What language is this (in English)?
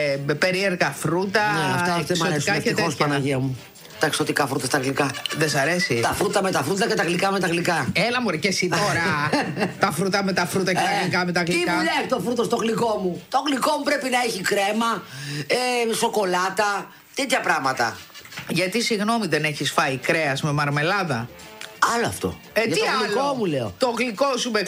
Greek